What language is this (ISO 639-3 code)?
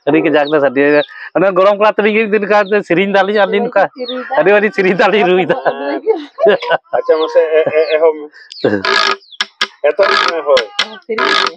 sat